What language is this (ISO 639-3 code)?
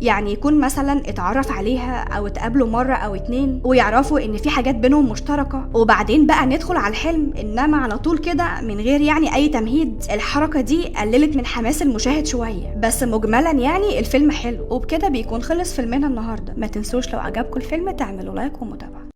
arz